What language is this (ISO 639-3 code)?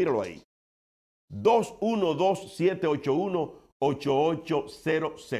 spa